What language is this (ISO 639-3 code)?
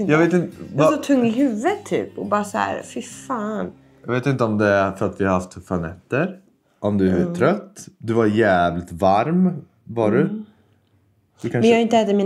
swe